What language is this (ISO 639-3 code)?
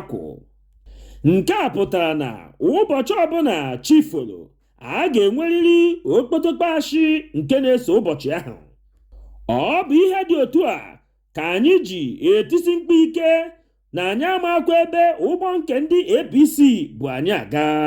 ibo